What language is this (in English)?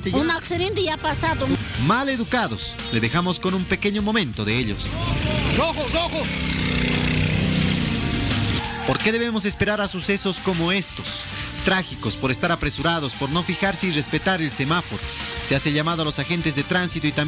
Spanish